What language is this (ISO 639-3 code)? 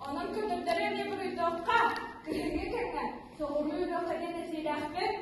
sah